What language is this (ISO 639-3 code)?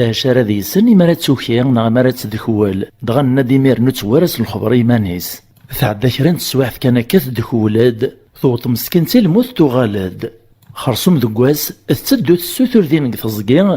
kab